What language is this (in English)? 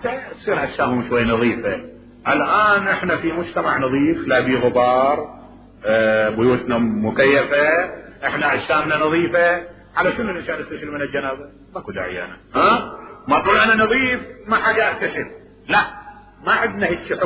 Mesopotamian Arabic